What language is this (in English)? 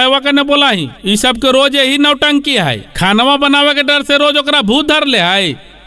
Magahi